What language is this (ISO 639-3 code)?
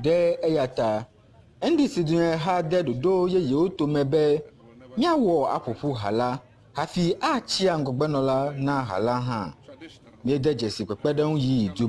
ewe